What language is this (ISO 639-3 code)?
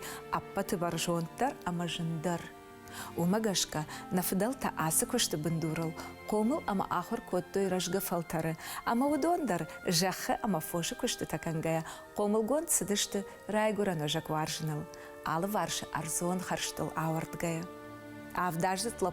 oss